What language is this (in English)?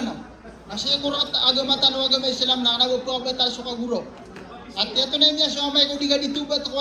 Maranao